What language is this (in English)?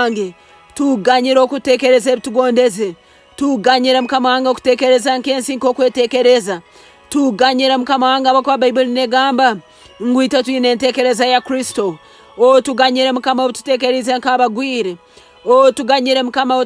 Nyankole